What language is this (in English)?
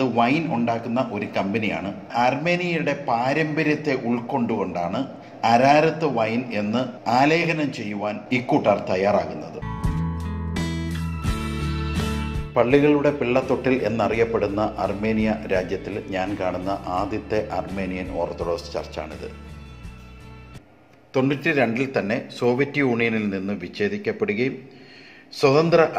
Malayalam